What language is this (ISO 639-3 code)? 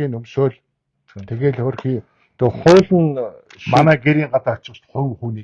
mon